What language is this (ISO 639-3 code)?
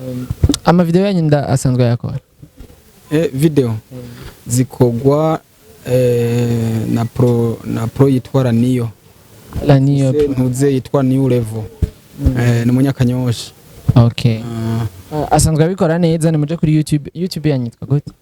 run